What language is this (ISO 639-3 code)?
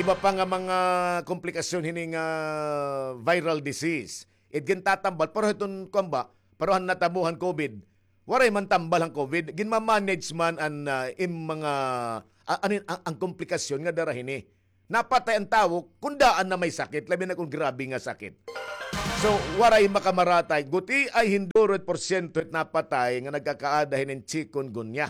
war